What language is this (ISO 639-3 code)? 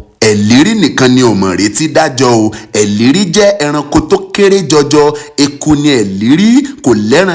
yor